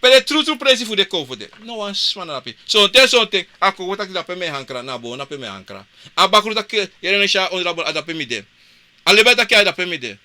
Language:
Sranan Tongo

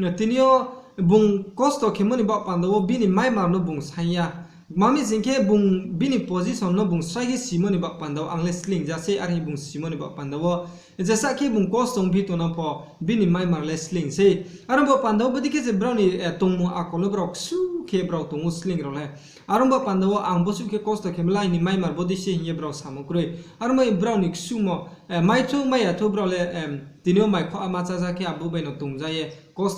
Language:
Riang (India)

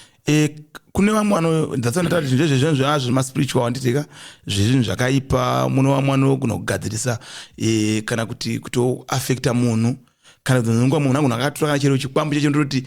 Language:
Shona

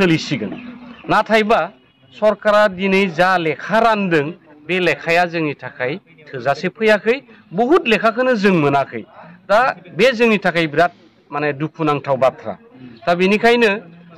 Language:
Bodo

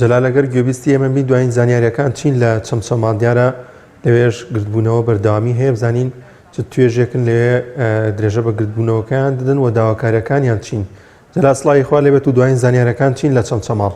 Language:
Central Kurdish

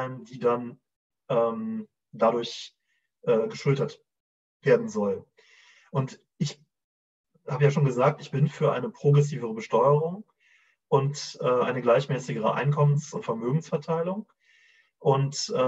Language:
German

